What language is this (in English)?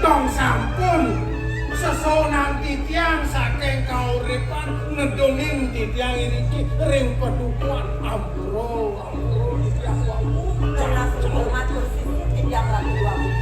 Balinese